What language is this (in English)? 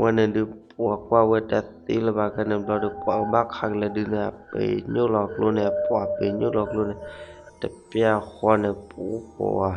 S'gaw Karen